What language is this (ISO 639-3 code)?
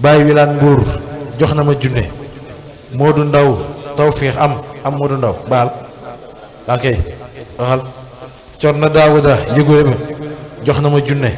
wol